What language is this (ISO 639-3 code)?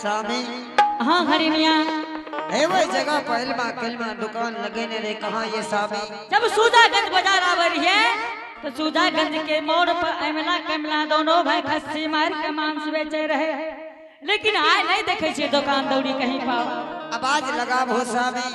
anp